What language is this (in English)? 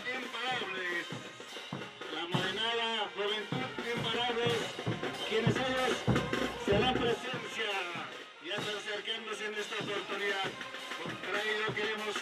Spanish